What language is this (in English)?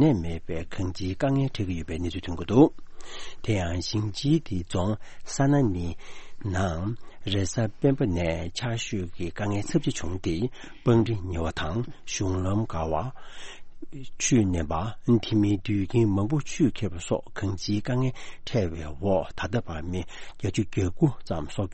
Tibetan